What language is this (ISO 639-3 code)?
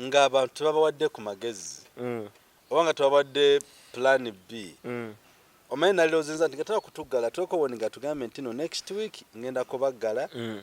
lug